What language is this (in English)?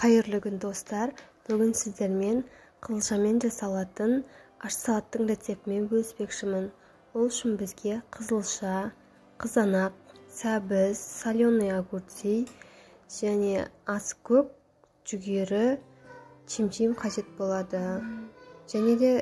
Kazakh